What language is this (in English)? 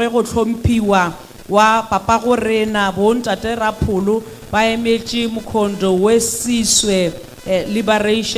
Northern Sotho